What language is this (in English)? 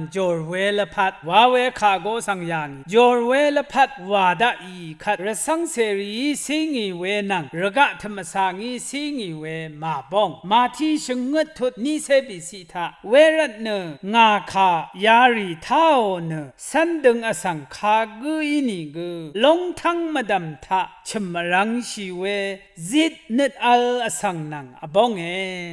Rawang